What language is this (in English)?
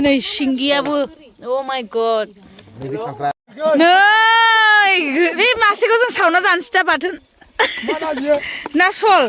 Bodo